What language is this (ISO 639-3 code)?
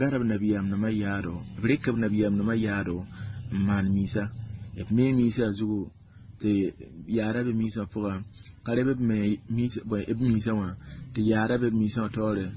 mos